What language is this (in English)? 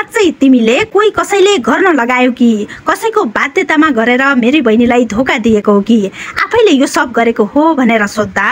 Nepali